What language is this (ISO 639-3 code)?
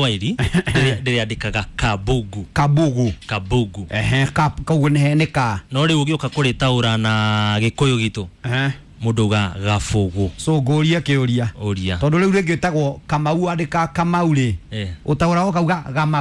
kik